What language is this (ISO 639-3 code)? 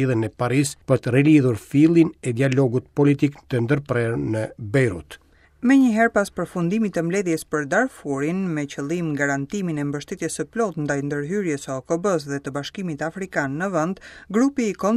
sqi